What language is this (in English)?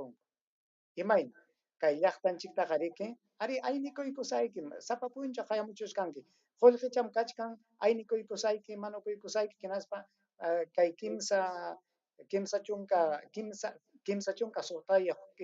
Ayacucho Quechua